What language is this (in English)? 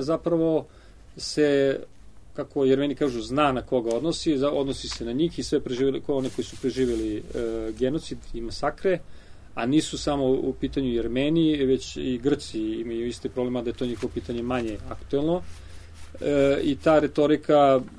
Serbian